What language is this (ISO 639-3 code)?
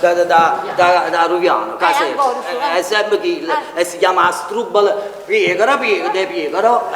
nap